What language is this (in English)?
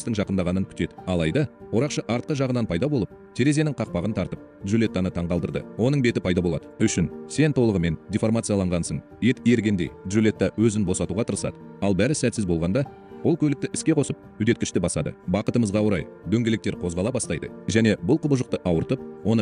Kazakh